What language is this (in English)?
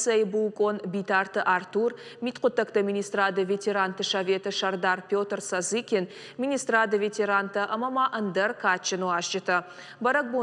Ossetic